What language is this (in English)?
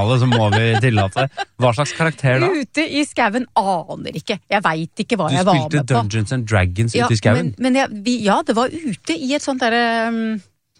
Norwegian